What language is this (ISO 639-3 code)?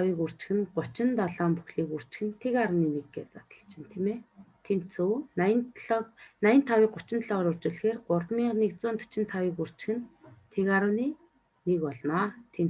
mon